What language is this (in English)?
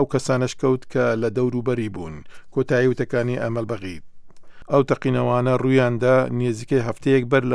Central Kurdish